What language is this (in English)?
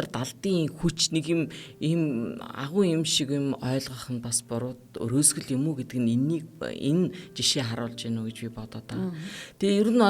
Mongolian